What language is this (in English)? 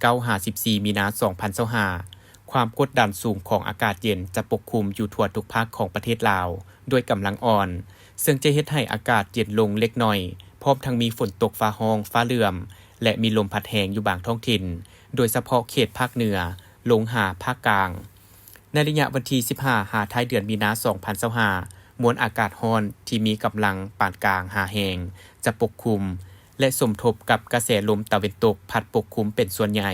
Lao